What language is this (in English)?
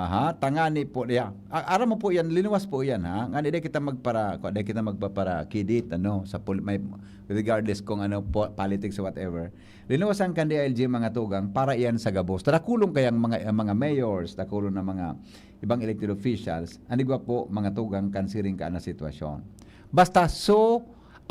Bikol